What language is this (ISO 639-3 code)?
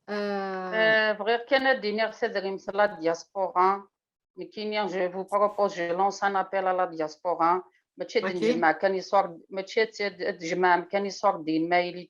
kab